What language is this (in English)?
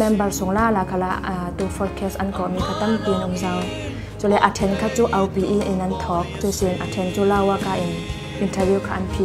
Thai